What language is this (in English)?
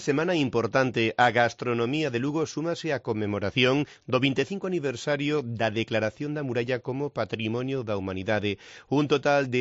Galician